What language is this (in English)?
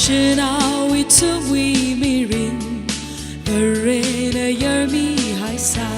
Tangkhul Naga (India)